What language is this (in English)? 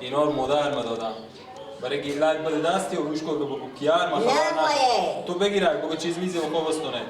Persian